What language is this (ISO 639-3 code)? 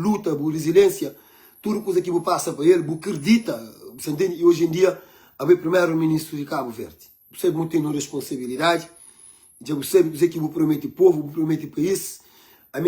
kea